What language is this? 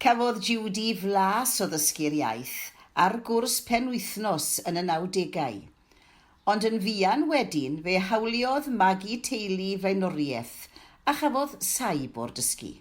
Welsh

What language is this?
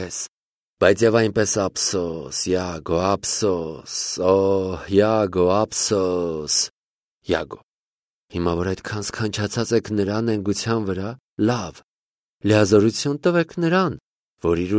Armenian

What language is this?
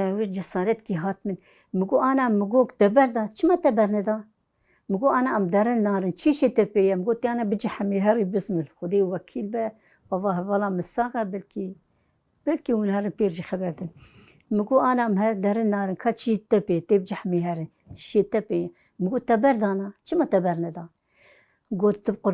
Kurdish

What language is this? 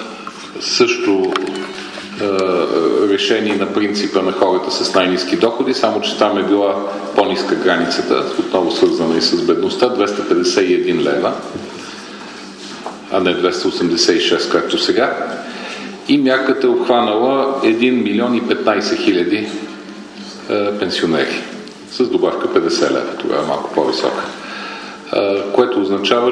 Bulgarian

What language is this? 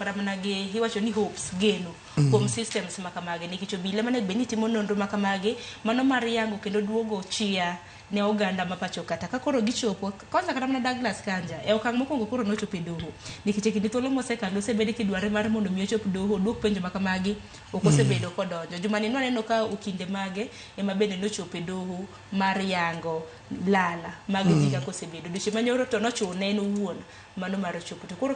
Luo (Kenya and Tanzania)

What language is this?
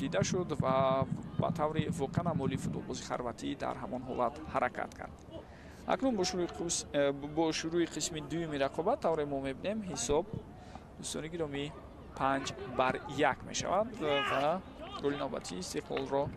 Tajik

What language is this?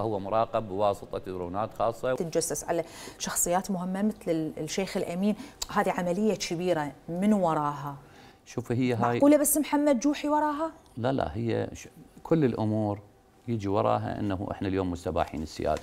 Mesopotamian Arabic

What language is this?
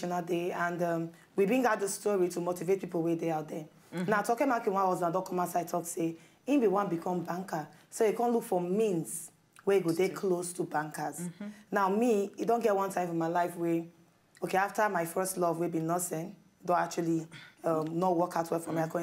Nigerian Pidgin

